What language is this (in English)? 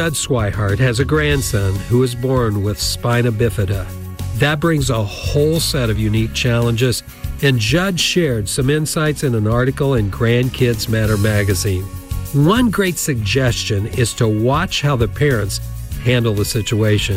English